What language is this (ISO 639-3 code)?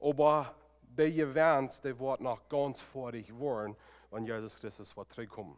pdt